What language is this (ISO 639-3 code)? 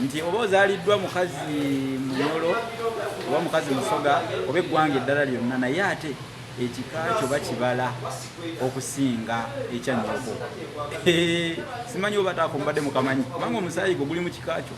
lug